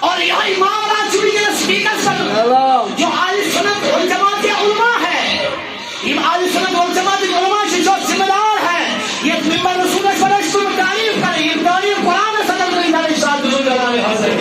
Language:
Kashmiri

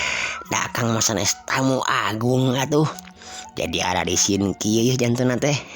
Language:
Sundanese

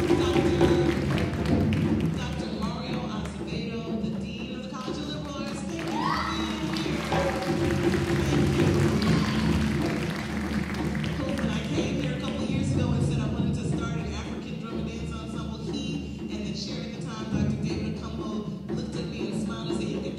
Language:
English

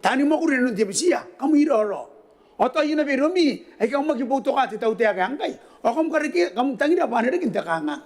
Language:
Gilbertese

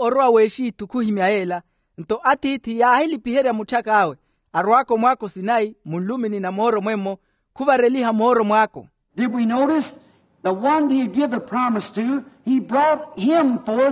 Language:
Makhuwa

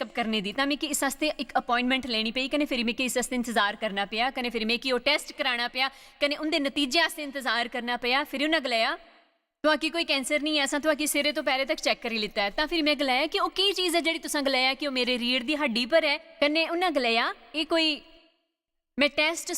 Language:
Dogri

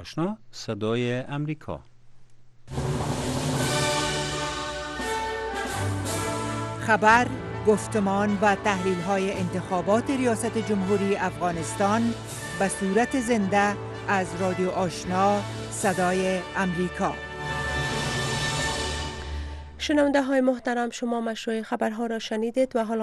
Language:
Persian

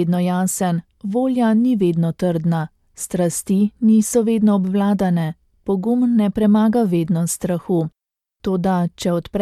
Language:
Slovenian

